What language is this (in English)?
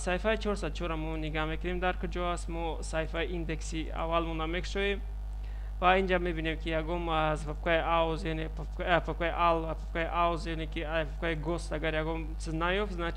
Tajik